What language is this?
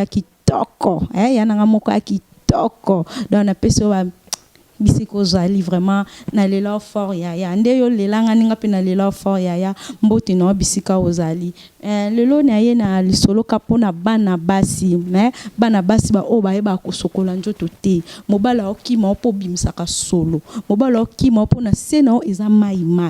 Lingala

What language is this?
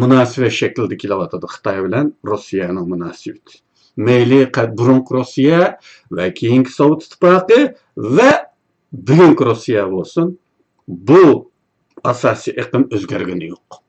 Uyghur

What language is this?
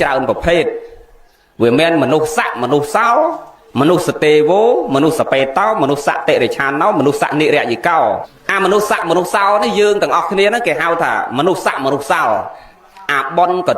Khmer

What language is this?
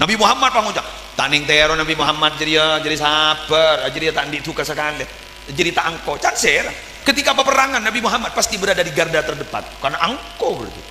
Madurese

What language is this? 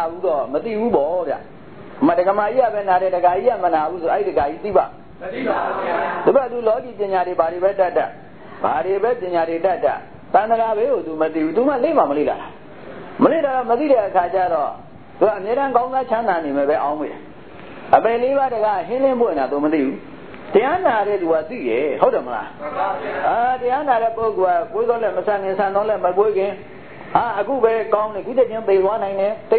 Burmese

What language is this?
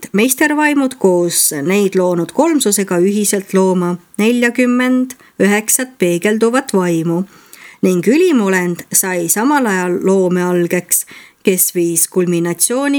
Estonian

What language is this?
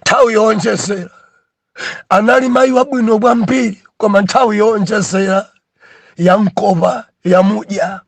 Nyanja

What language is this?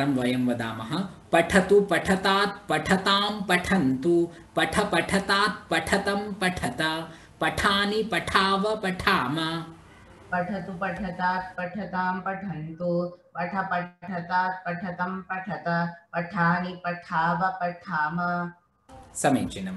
Sanskrit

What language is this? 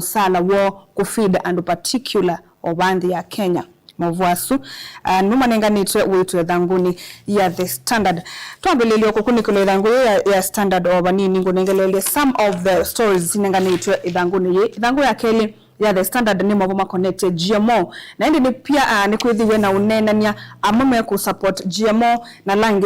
Kamba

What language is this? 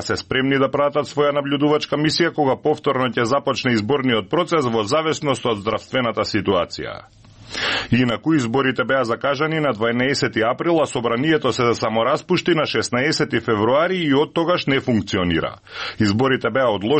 Macedonian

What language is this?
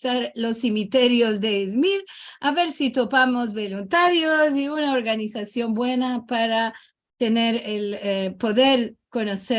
Ladino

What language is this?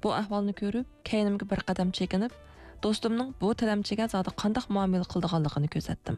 Uyghur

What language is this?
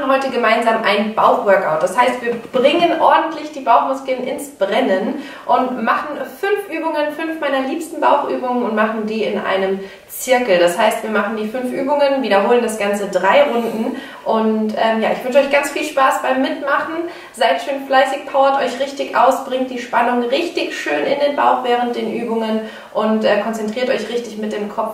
German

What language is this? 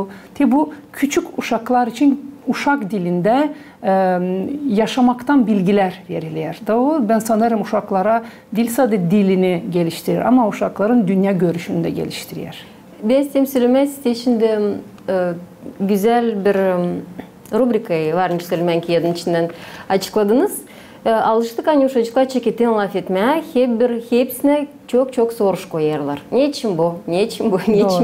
Gagauz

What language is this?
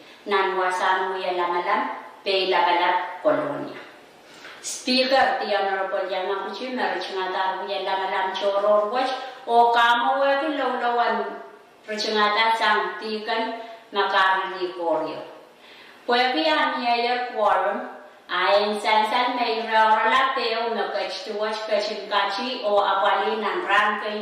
Pohnpeian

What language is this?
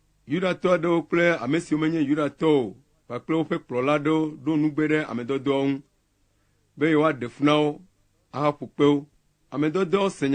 Ewe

